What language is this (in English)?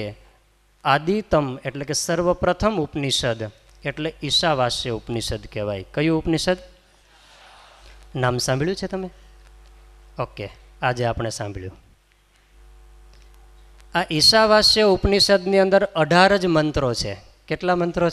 Gujarati